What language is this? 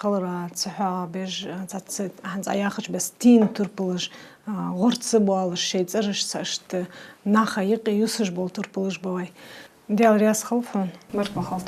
Ingush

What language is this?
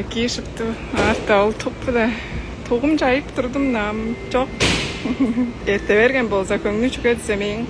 Tuvinian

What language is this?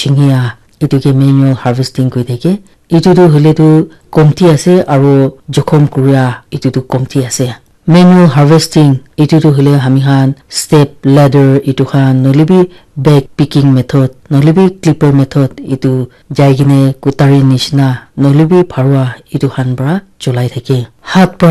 Naga Pidgin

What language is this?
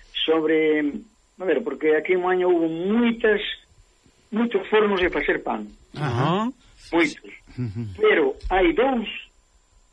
Galician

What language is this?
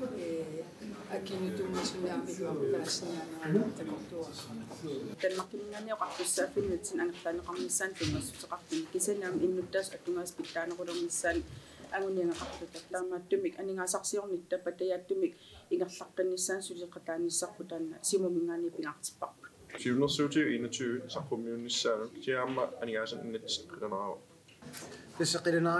Kalaallisut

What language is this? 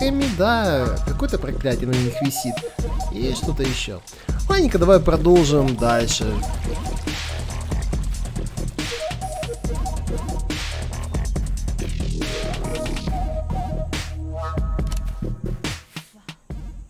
Russian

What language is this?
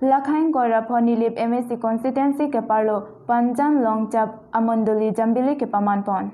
Karbi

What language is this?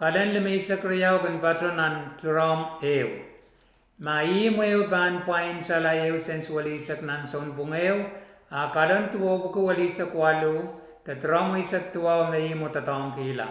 Pohnpeian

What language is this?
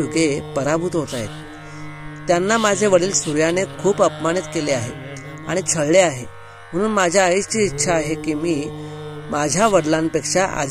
Marathi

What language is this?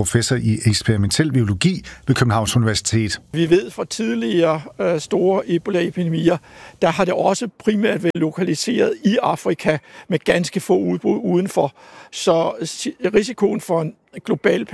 Danish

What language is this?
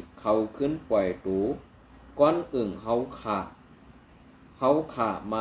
Shan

